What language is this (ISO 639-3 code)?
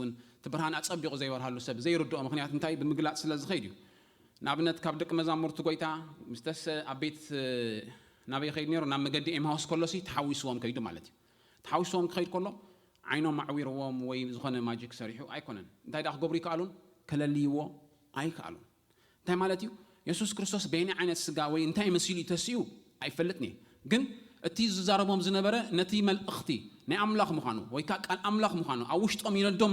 tir